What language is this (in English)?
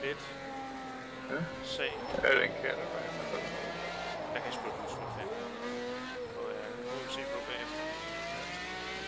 Danish